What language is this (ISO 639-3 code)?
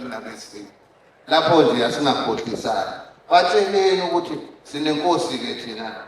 zul